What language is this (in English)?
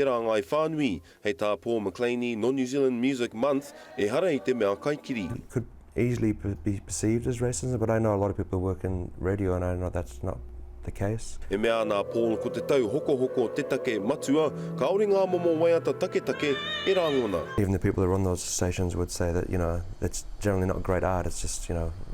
Māori